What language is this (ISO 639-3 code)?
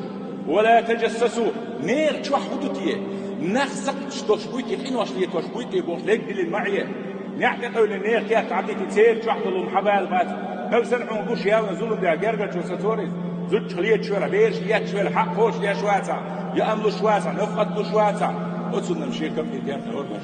che